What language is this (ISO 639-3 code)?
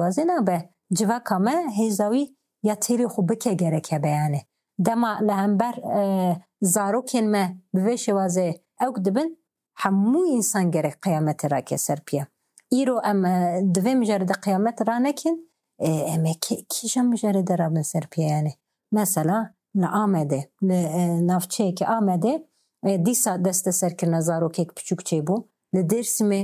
kur